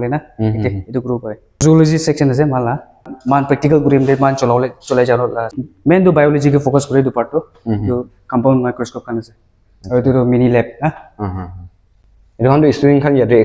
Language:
Naga Pidgin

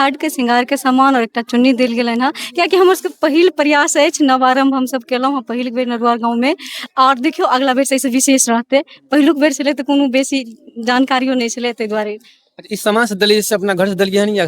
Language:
Maithili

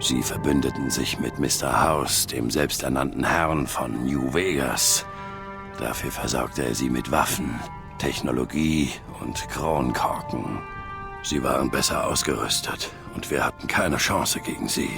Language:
Bavarian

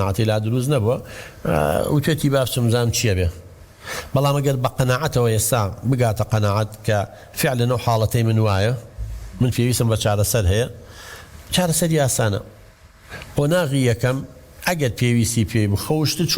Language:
Central Kurdish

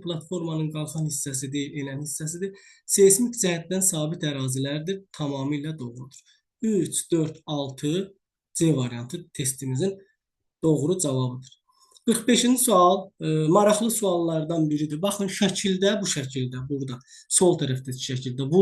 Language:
Azerbaijani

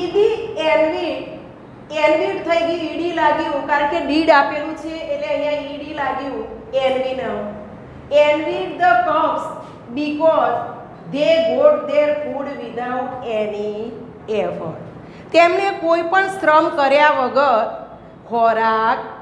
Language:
Gujarati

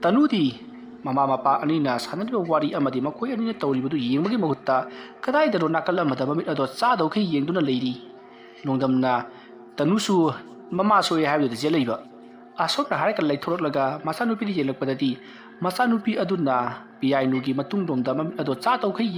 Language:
Manipuri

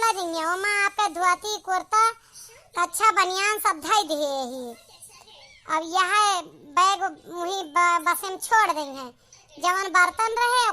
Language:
Awadhi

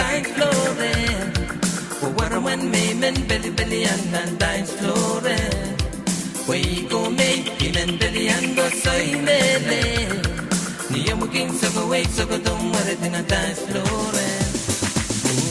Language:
Pohnpeian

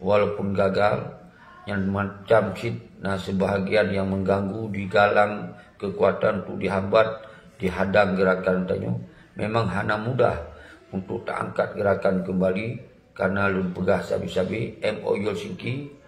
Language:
Achinese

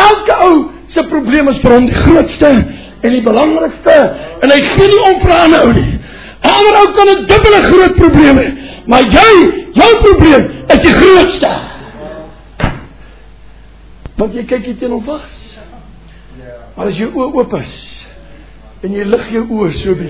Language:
Afrikaans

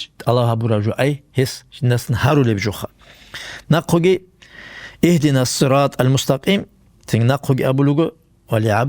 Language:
Avaric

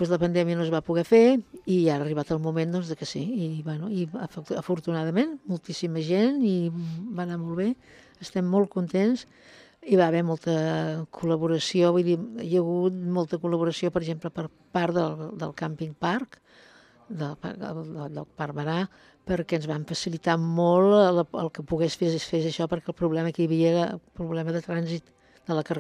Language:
Catalan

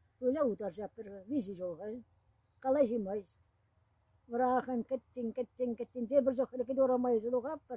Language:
Chuvash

